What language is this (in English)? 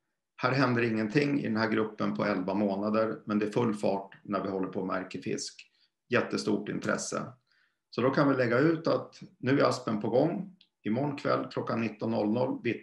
Swedish